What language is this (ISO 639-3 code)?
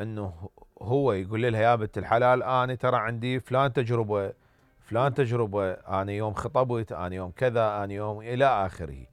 acm